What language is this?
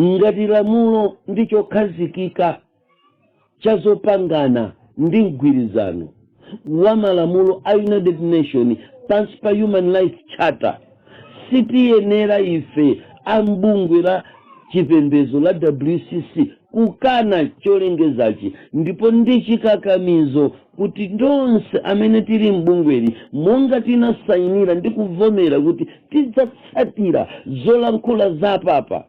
Nyanja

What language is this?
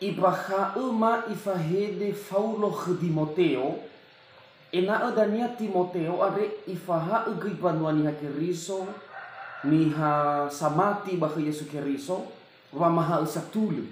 Nias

